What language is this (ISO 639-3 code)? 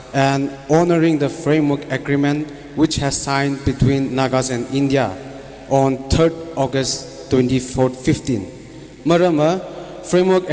nmf